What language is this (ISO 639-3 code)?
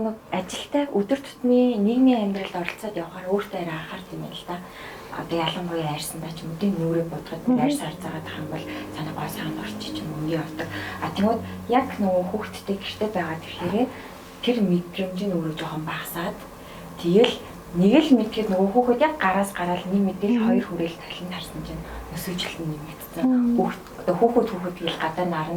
mon